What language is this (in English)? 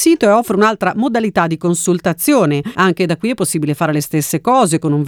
Italian